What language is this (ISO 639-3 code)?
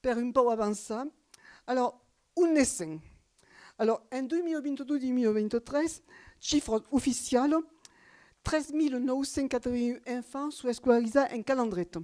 oci